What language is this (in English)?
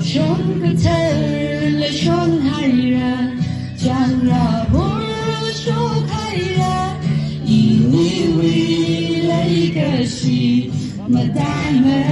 Tangkhul Naga (India)